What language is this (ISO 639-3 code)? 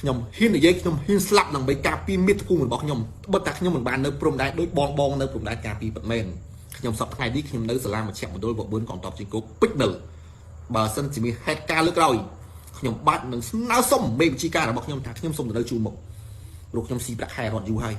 khm